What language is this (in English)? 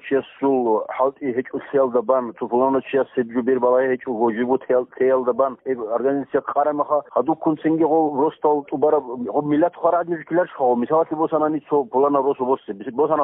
Avaric